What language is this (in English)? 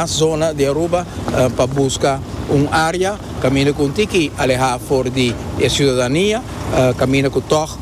Papiamento